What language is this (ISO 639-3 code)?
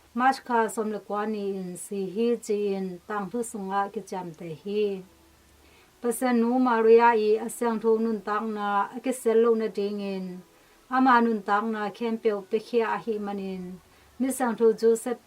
ctd